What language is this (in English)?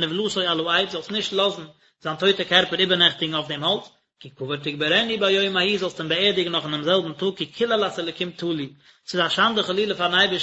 Yiddish